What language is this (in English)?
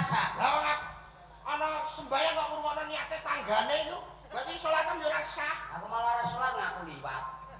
Javanese